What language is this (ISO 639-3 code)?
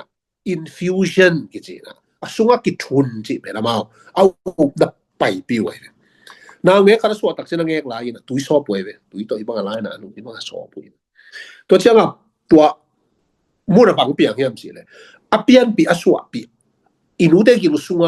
ctd